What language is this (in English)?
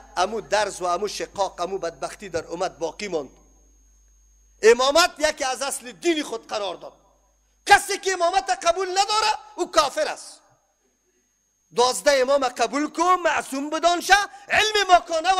Persian